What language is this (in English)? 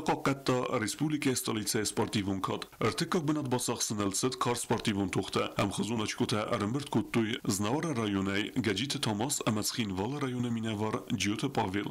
Ossetic